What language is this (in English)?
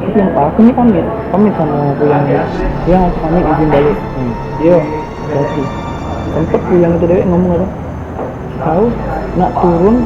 Musi